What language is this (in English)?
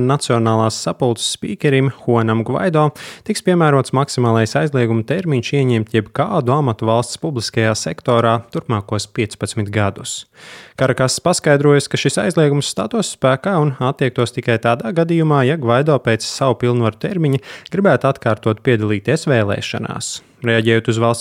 Latvian